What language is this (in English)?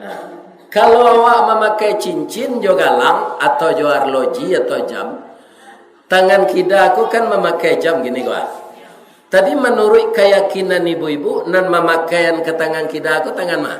Minangkabau